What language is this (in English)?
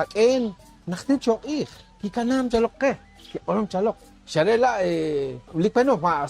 Poqomchi'